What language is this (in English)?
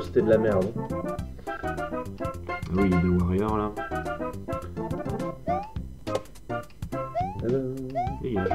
French